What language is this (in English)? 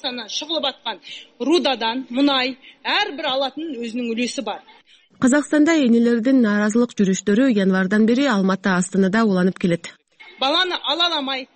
Kyrgyz